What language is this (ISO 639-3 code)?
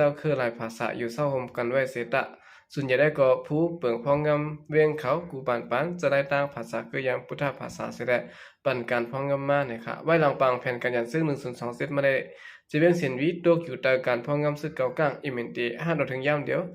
shn